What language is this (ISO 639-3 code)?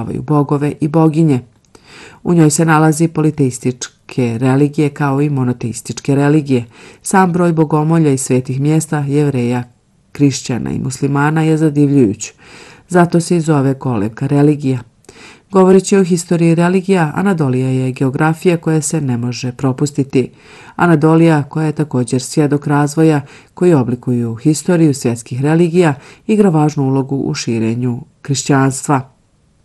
bos